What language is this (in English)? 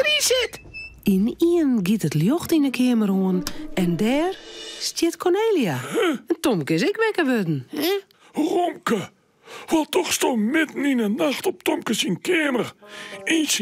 Western Frisian